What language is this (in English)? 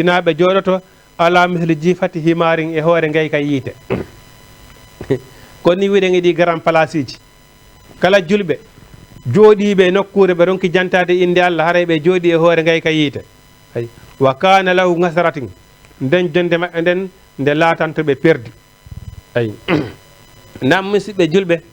Fula